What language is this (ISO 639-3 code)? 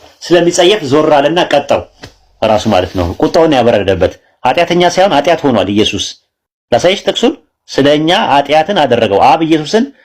amh